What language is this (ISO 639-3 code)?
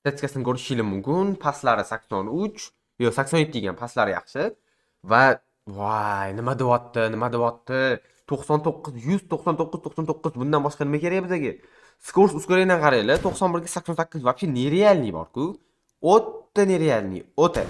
uzb